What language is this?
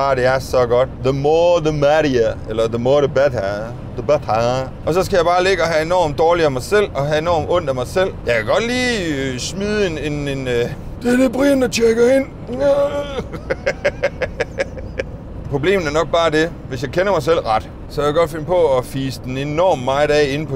Danish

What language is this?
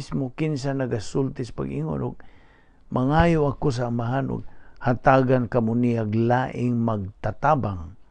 Cebuano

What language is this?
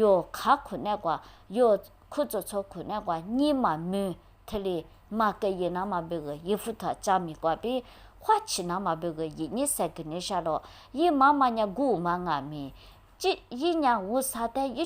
Lisu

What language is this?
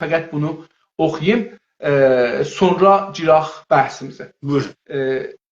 South Azerbaijani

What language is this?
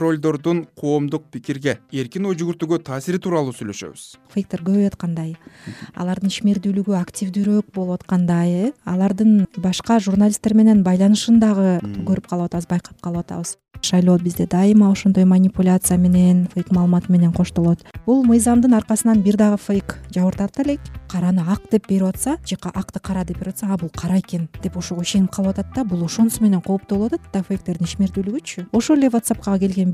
Kyrgyz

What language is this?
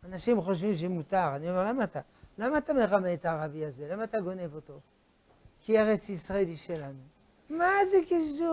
Hebrew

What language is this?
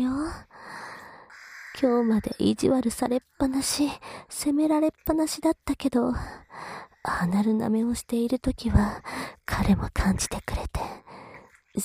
Japanese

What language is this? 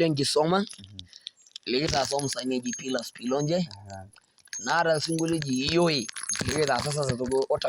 Masai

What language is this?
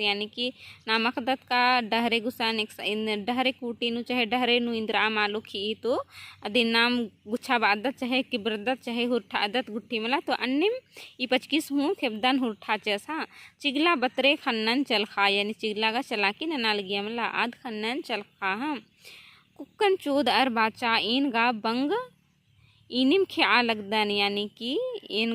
Kurukh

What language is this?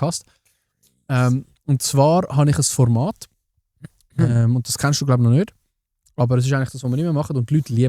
Swiss German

